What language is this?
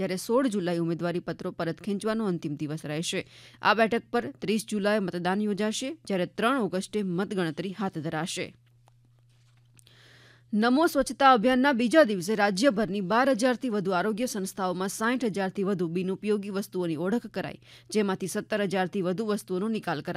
Gujarati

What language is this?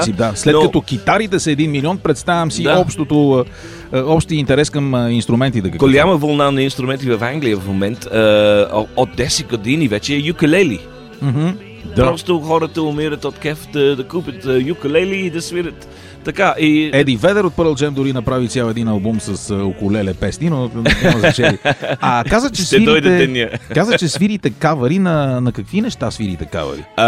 Bulgarian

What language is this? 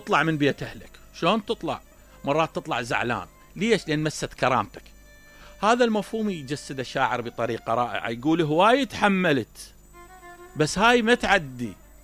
Mesopotamian Arabic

